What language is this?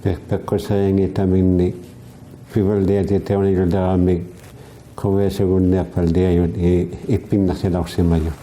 Inuktitut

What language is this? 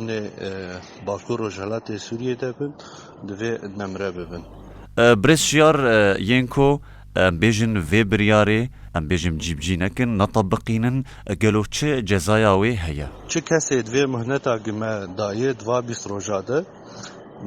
Kurdish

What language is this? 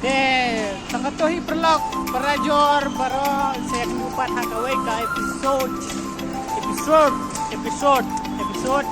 Khasi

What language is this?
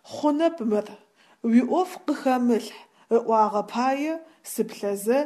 Adyghe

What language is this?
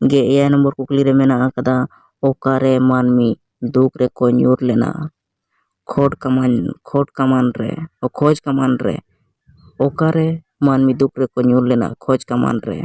Santali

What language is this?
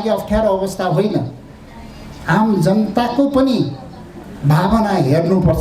Nepali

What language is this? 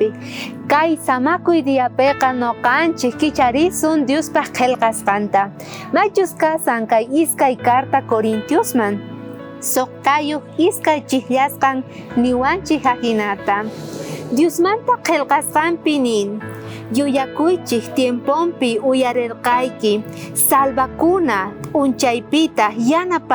South Bolivian Quechua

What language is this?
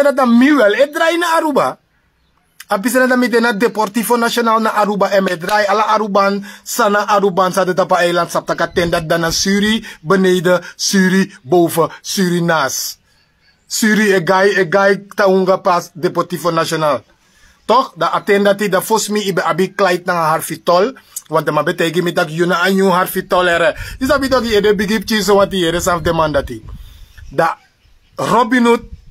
Sranan Tongo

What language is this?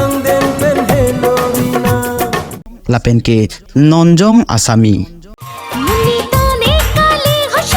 Karbi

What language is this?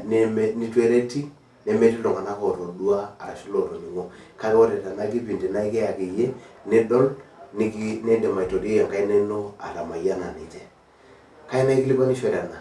Masai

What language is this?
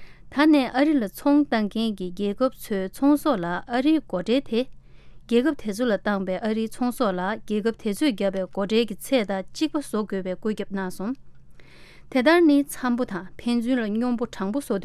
Tibetan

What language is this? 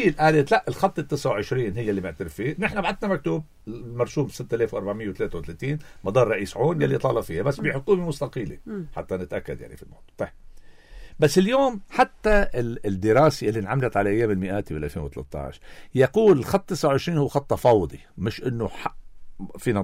North Levantine Arabic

